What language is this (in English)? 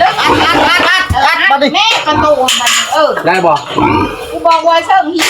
Northeastern Thai